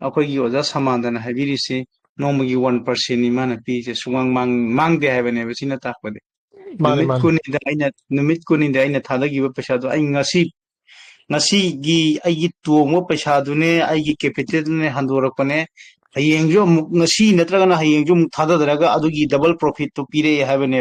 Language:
Manipuri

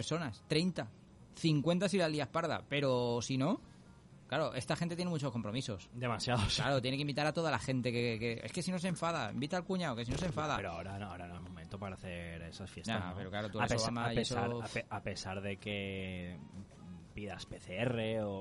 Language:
Spanish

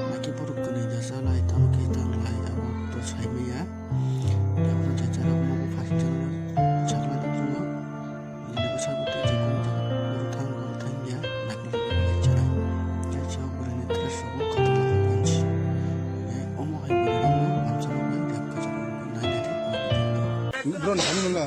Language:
Kok Borok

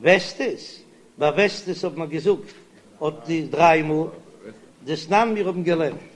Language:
Yiddish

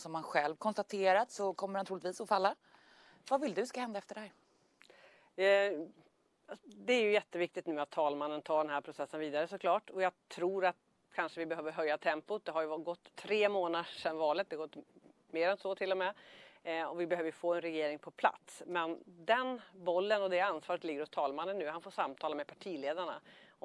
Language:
Swedish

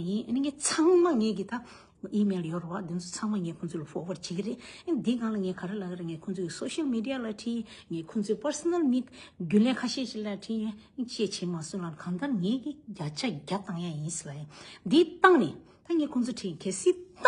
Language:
Tibetan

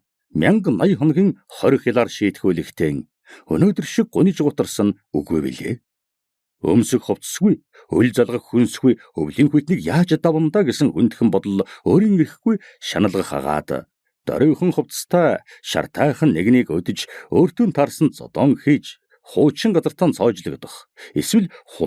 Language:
Mongolian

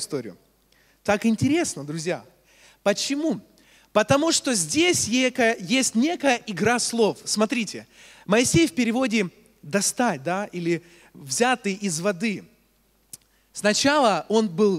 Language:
Russian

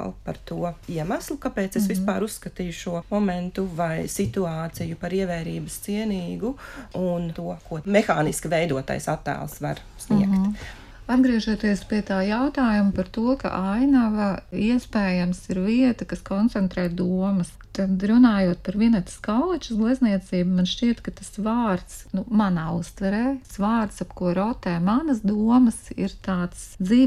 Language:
Latvian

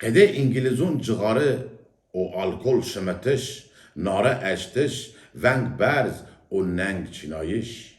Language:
Zaza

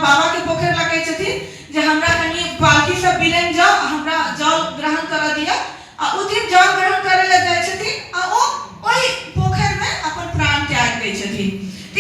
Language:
Maithili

